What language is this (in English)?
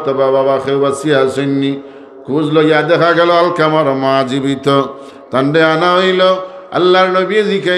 Sylheti